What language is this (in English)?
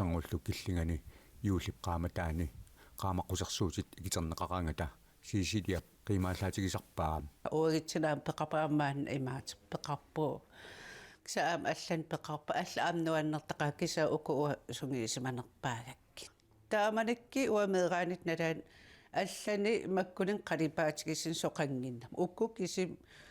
Kalaallisut